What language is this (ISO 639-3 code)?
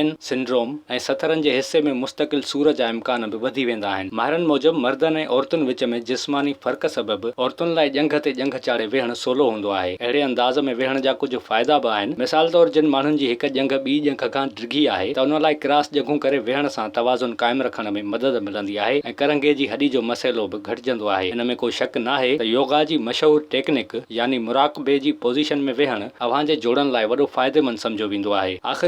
snd